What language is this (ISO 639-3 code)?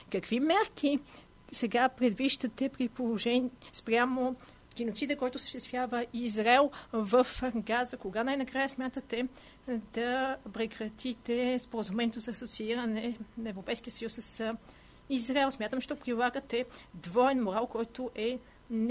bul